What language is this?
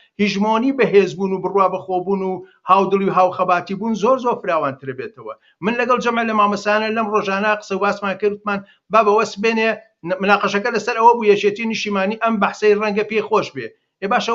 Central Kurdish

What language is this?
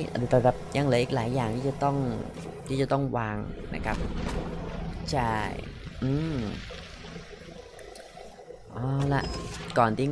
Thai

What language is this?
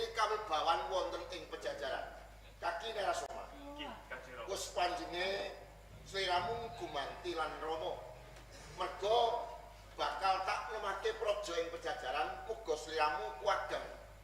Javanese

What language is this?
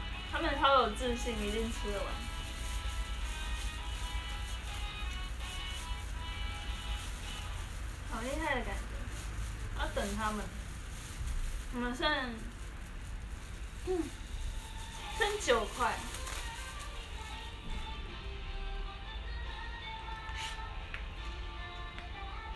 Chinese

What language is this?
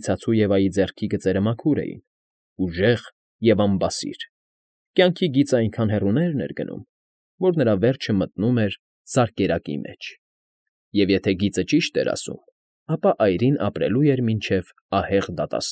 Armenian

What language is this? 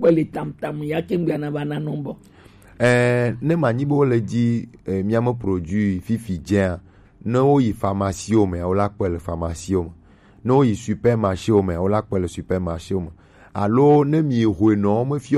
Gen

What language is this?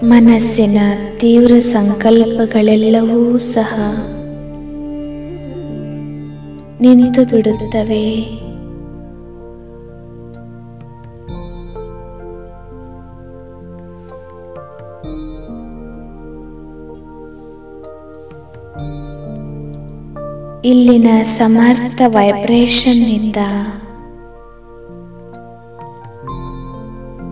Kannada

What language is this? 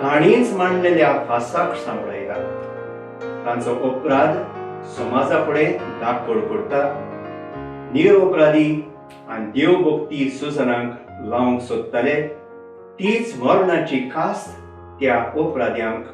Konkani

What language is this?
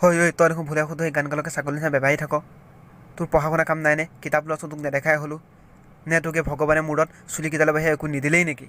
Assamese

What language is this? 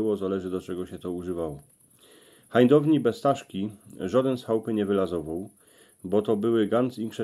Silesian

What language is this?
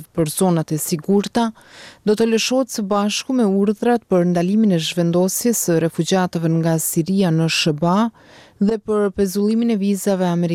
Albanian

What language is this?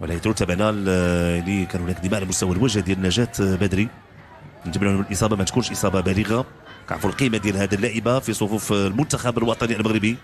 Moroccan Arabic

